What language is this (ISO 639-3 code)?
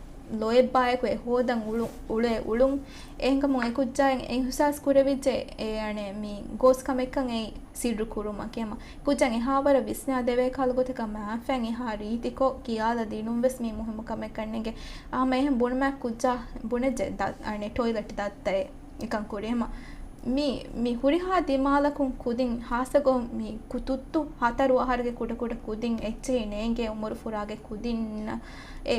div